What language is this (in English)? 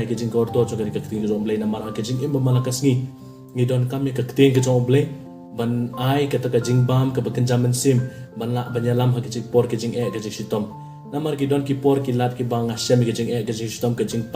Khasi